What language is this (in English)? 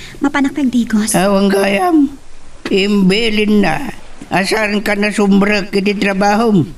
Iloko